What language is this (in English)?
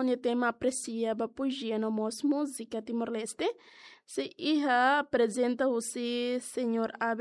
Tetum